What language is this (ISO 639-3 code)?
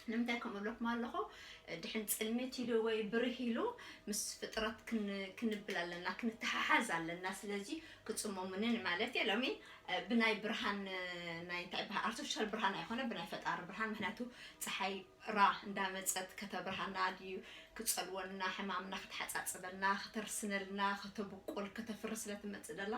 tir